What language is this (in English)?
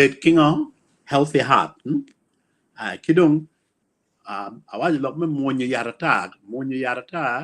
Acoli